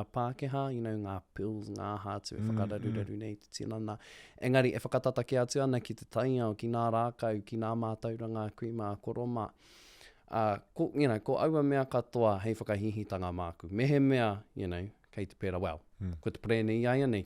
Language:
Māori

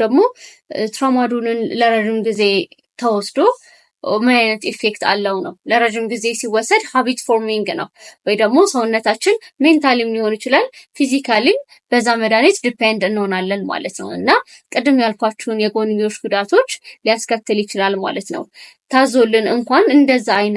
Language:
Amharic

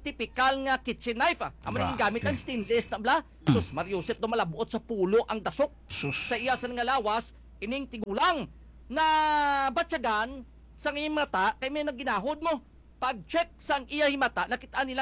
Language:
Hiligaynon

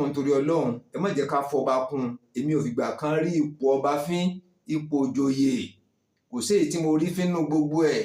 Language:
Yoruba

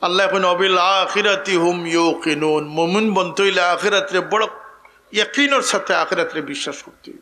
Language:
Sylheti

